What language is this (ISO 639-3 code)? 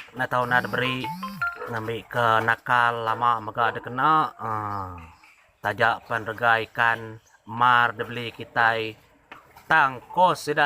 iba